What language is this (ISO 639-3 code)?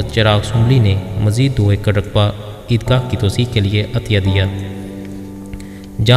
urd